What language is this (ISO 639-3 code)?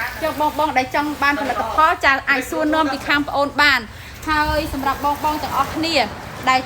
khm